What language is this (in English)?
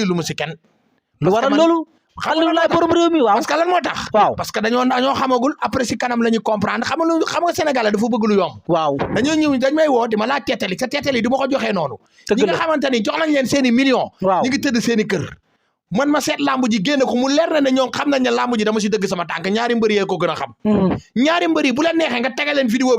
Wolof